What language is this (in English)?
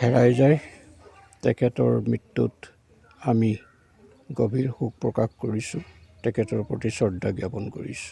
Assamese